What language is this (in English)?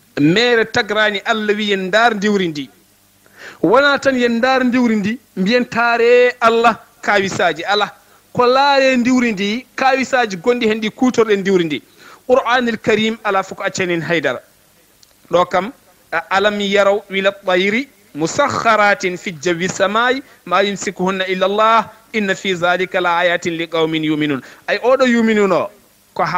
Fula